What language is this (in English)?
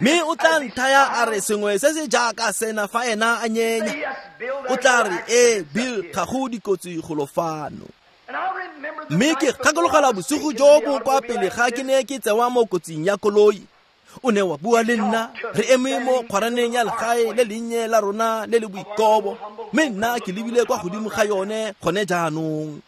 Tswana